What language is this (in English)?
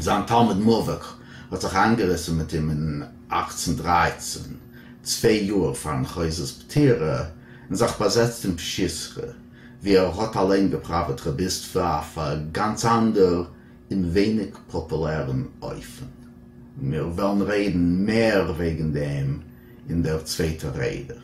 Yiddish